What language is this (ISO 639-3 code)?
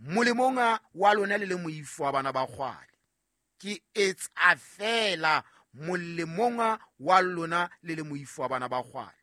sot